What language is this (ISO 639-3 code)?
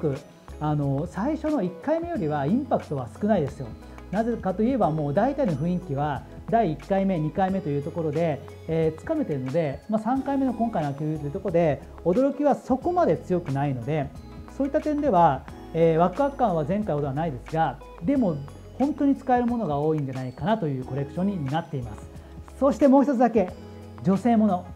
jpn